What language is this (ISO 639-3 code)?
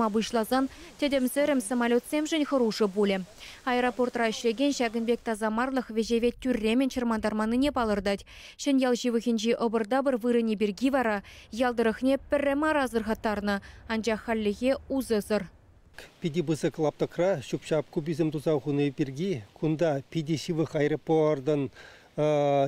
chv